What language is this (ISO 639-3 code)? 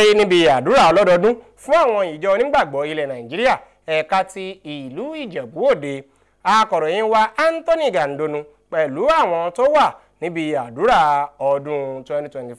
yor